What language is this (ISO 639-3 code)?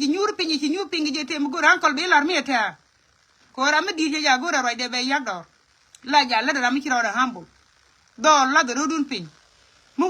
nus